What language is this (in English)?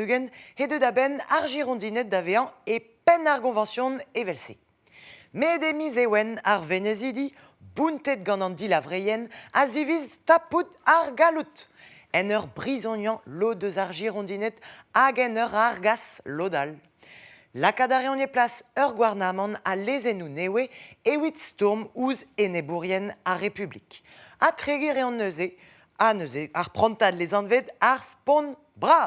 Breton